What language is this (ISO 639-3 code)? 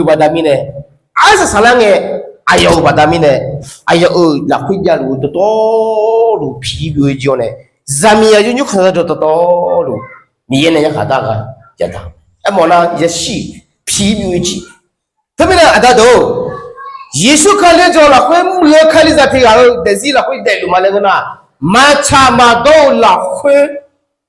ahk